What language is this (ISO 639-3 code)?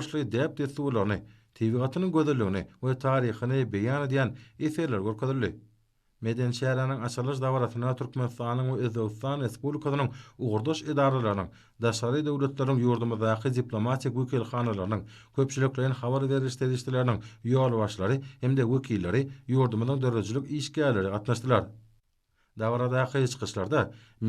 tuk